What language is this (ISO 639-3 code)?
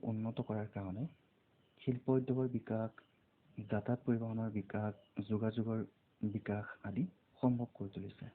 asm